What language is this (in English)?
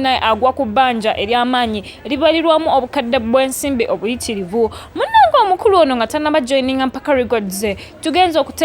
Ganda